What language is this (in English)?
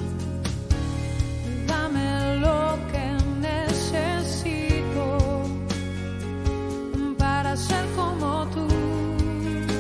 Portuguese